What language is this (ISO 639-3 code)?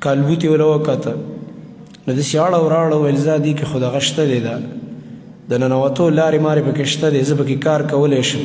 pus